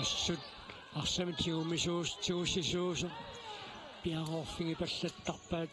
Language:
Kalaallisut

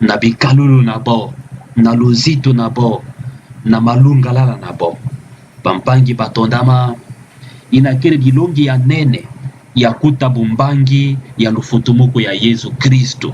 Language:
Kituba (Democratic Republic of Congo)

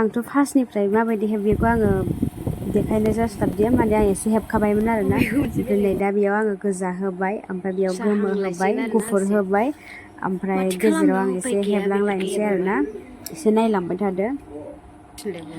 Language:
Bodo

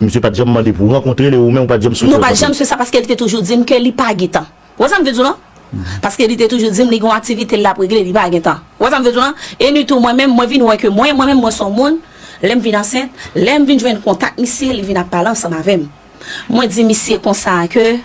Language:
Haitian Creole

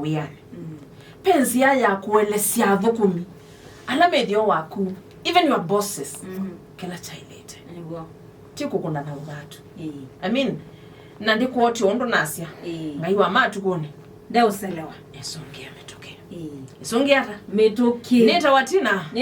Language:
Kamba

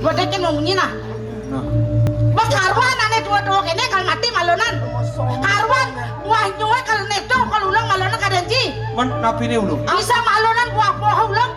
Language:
Balinese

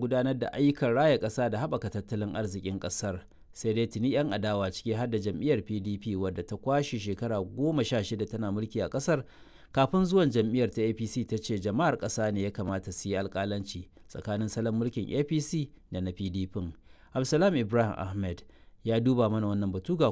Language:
Hausa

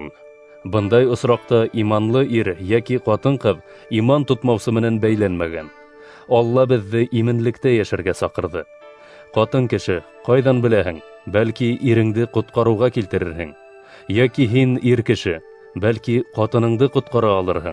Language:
Bashkir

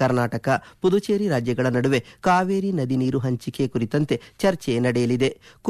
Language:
Kannada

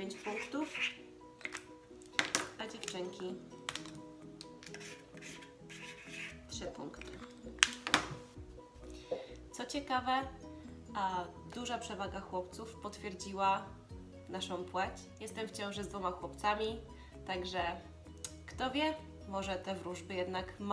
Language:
Polish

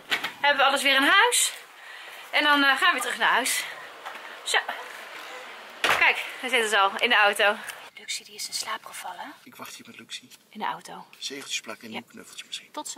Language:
Dutch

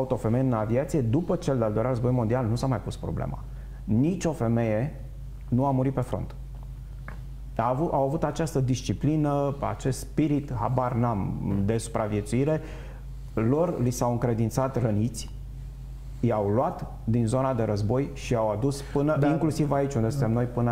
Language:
Romanian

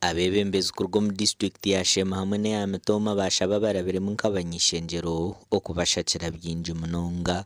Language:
Nyankole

